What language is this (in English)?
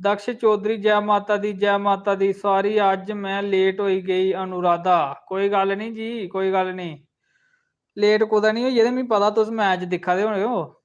Dogri